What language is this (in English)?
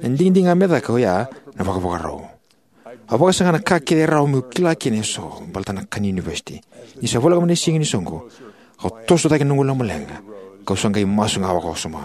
Fijian